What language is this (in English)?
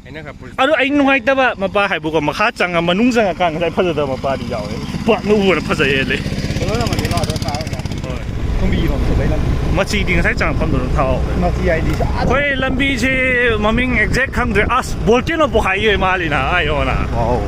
Manipuri